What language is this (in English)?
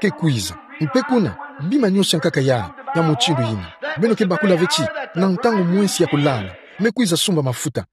Kituba (Democratic Republic of Congo)